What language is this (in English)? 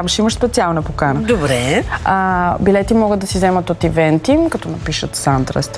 Bulgarian